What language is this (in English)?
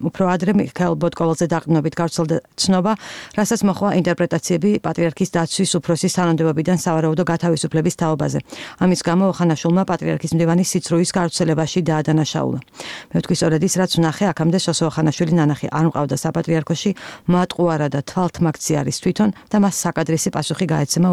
Georgian